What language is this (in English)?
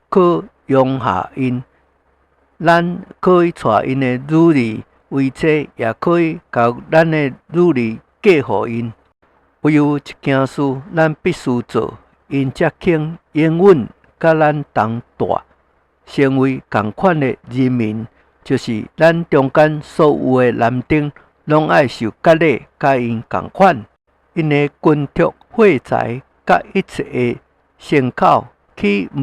Min Nan Chinese